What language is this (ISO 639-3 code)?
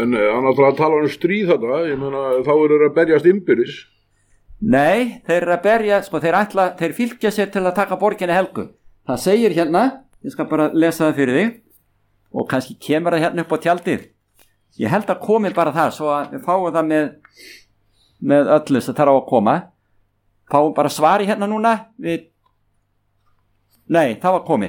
isl